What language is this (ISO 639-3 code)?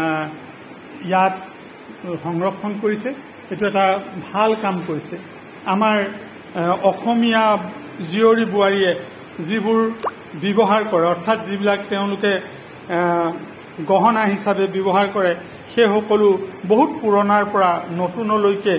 asm